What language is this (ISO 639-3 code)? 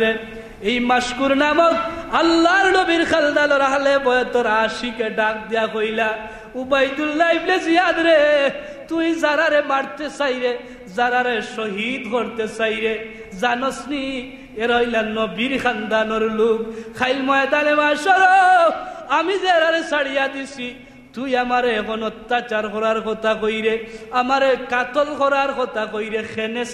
syl